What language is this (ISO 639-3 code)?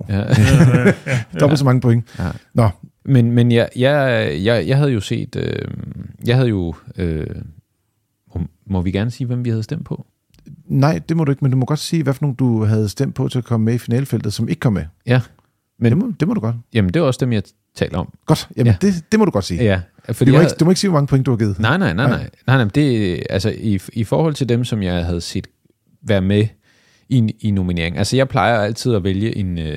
dan